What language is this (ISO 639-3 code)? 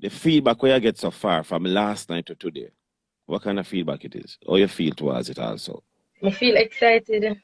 jam